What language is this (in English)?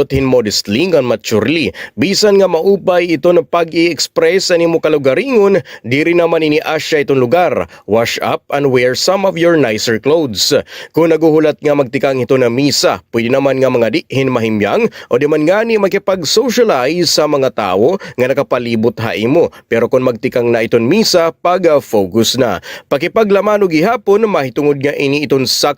Waray